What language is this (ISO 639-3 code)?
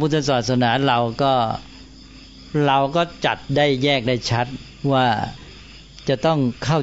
tha